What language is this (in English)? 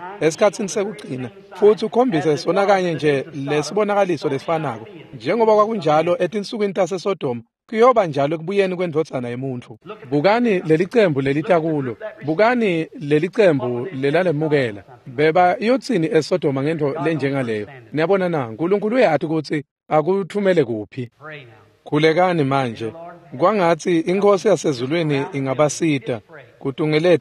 Swati